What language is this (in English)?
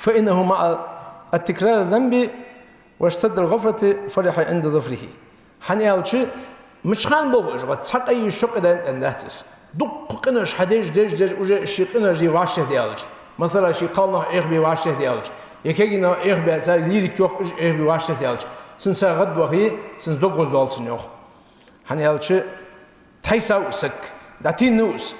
Ingush